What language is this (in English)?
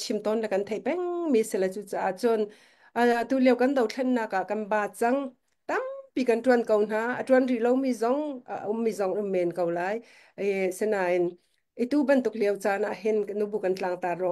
Hakha Chin